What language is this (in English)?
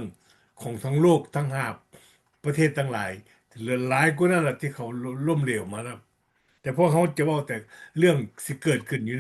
Lao